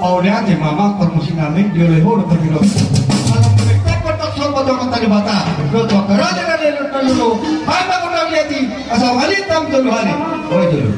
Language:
Batak Toba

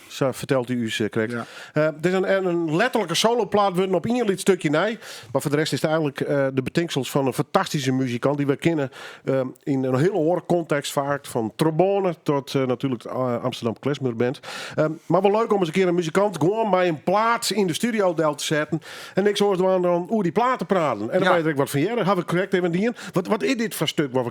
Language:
Western Frisian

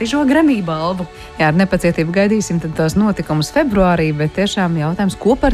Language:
Latvian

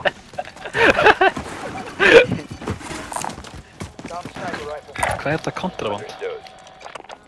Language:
Icelandic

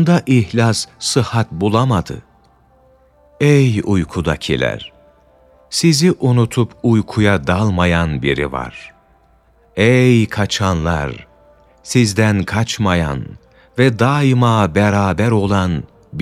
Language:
Turkish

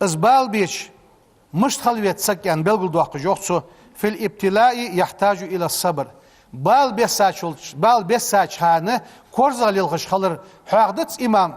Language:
Ingush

